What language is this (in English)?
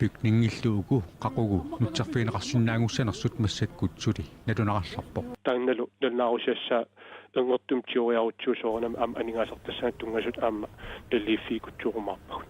Kalaallisut